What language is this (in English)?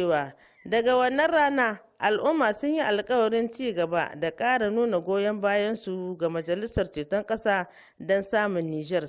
Hausa